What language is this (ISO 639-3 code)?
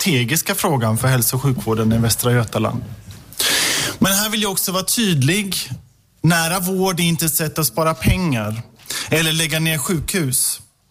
swe